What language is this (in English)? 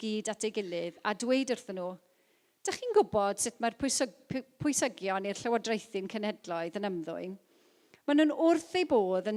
Welsh